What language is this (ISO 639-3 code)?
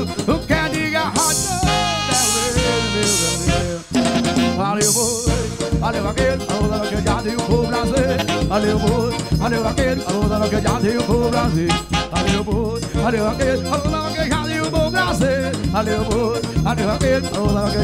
por